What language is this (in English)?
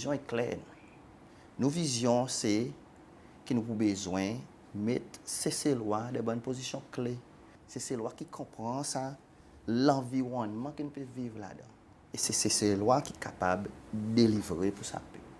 Seselwa Creole French